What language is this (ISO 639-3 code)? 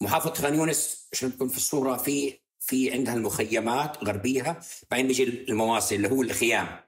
apc